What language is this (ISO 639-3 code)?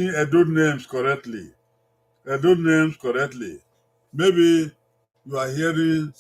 bin